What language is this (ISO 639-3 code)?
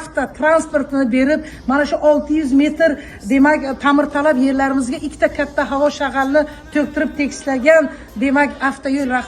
uzb